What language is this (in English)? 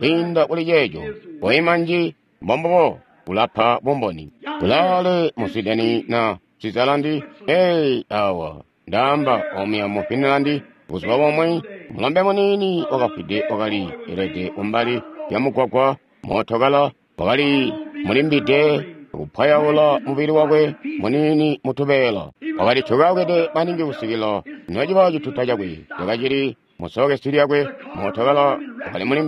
Tonga (Zambia)